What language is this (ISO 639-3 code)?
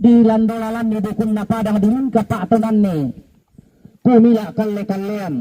sda